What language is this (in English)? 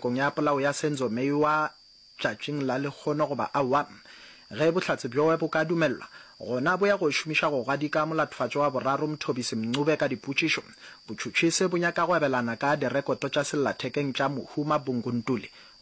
Northern Sotho